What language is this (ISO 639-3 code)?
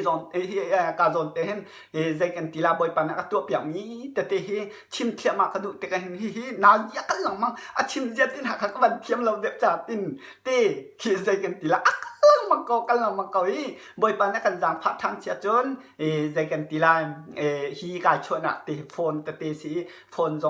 cnh